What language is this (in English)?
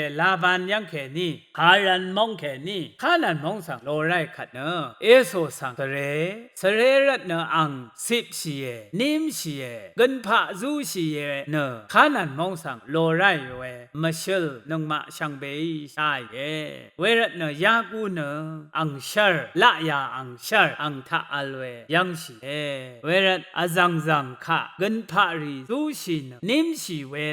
Rawang